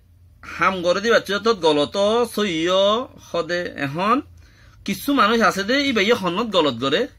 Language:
Rohingya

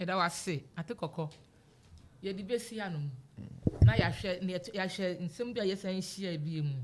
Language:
Akan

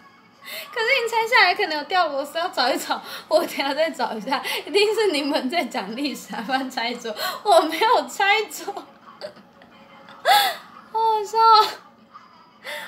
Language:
Chinese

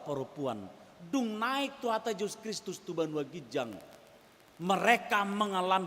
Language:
Batak Toba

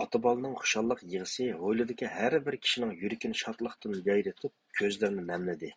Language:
Uyghur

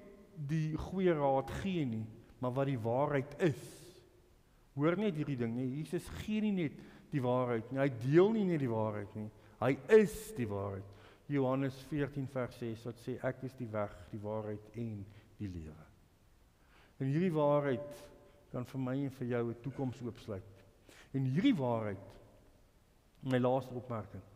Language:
Afrikaans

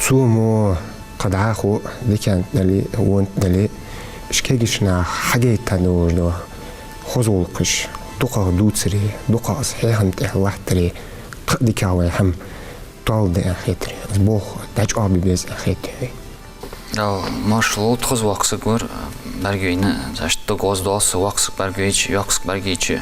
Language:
Ingush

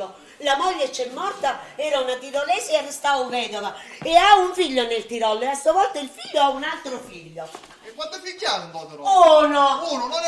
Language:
Sicilian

